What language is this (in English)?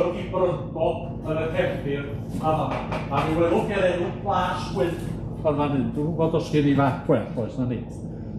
Welsh